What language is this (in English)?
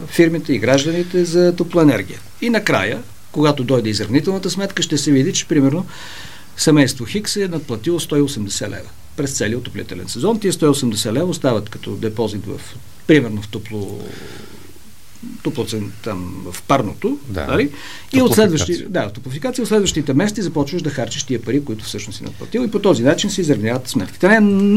Bulgarian